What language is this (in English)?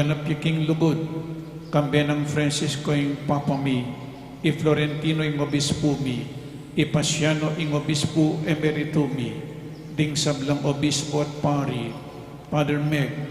Pampanga